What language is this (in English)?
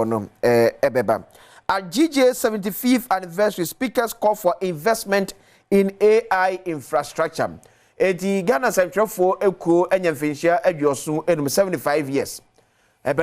Akan